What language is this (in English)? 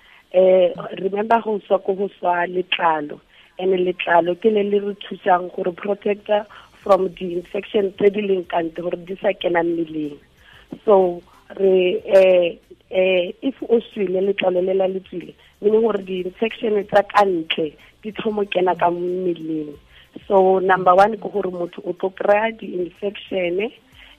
Tswana